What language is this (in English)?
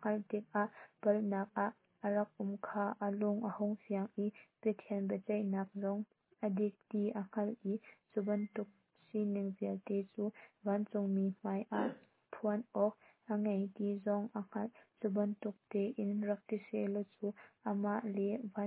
Hakha Chin